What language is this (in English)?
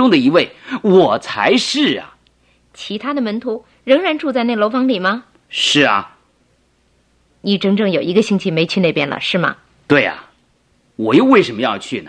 Chinese